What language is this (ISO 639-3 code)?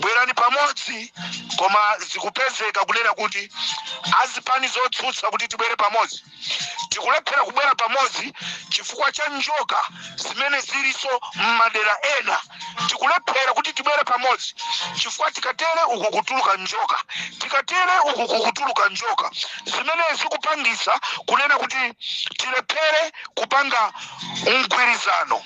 nya